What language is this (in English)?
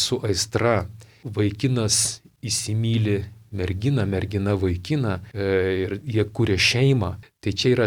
Lithuanian